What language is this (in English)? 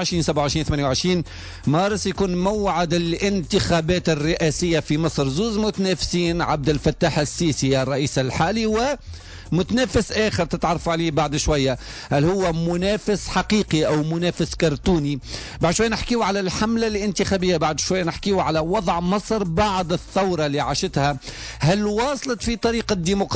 Tunisian Arabic